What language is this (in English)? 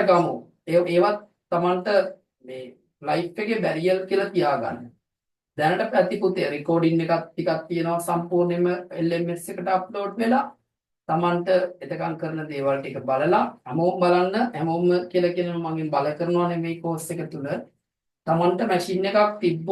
Sinhala